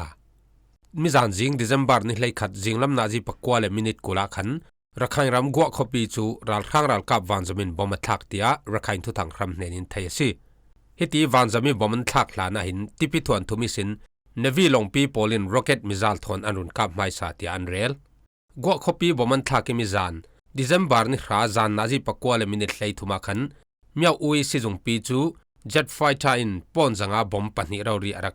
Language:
Falam Chin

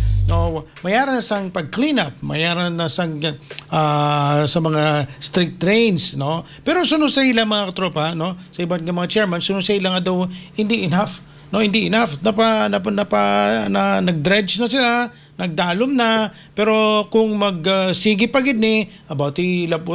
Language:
Hiligaynon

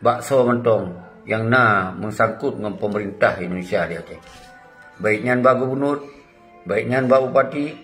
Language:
Achinese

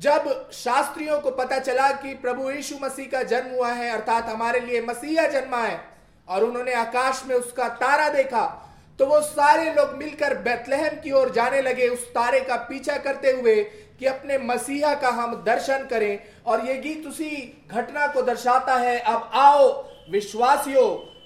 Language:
Hindi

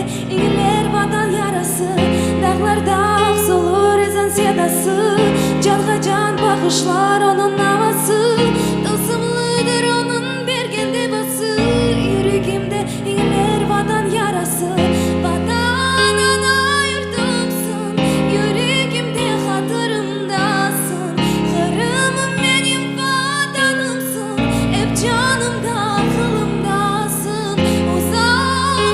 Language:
Crimean Tatar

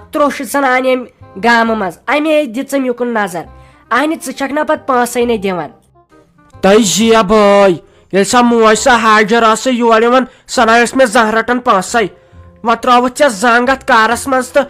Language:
Kashmiri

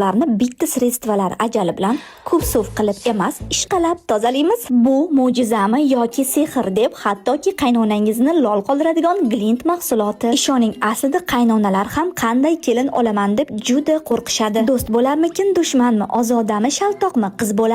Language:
Uzbek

